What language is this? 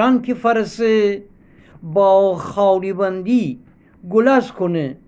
Gilaki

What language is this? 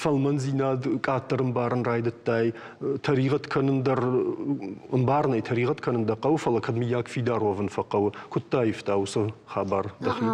Ossetic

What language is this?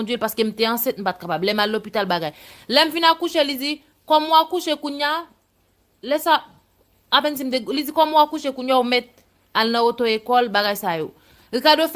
Haitian Creole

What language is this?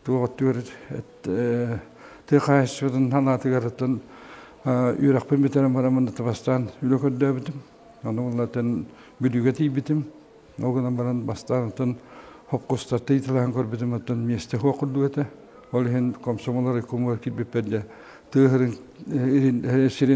Yakut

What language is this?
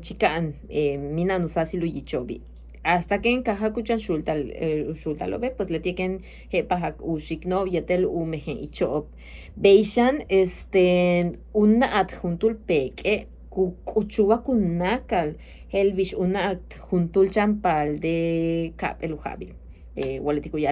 Yucateco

